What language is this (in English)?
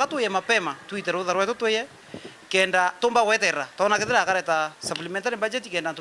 Meru